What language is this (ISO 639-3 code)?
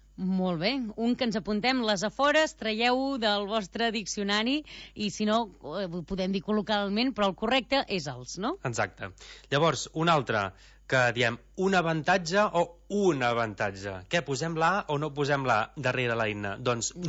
cat